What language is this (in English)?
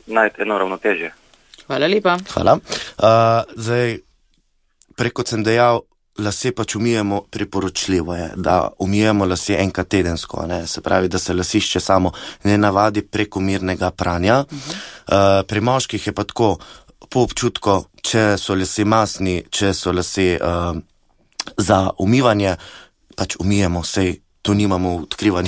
Slovenian